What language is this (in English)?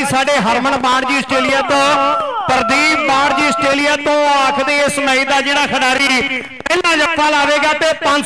Punjabi